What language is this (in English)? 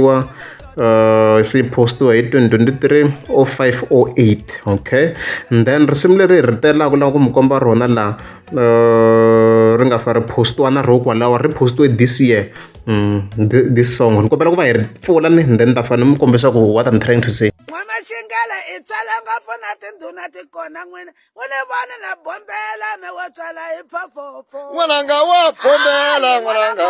Tsonga